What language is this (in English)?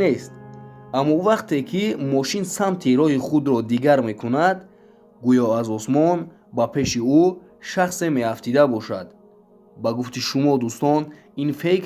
Tajik